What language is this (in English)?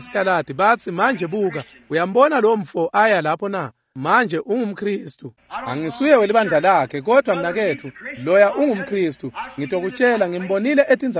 Swati